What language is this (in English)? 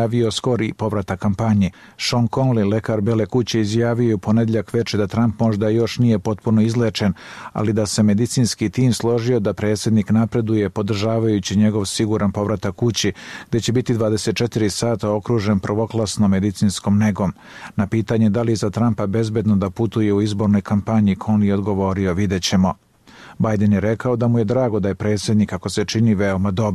Serbian